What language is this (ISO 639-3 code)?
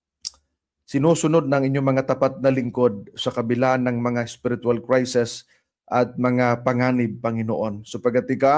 fil